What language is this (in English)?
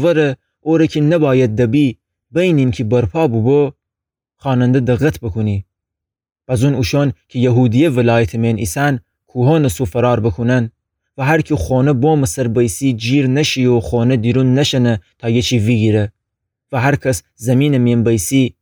Gilaki